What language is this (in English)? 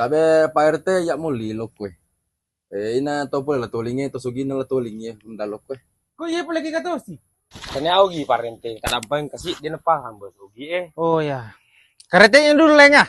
Buginese